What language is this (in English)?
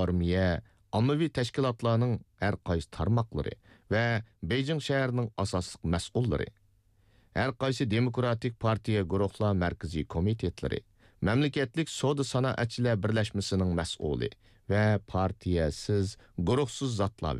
Uyghur